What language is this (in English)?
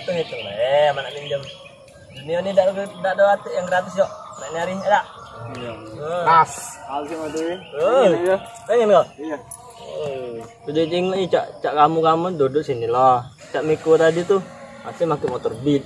Musi